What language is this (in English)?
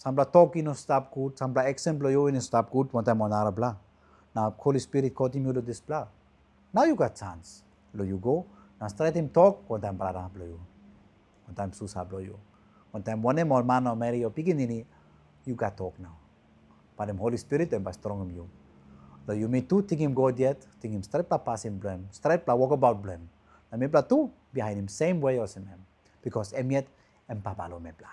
Tok Pisin